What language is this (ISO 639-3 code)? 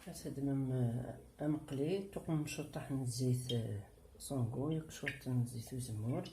kab